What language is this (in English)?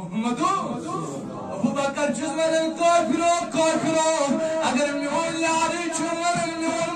Kashmiri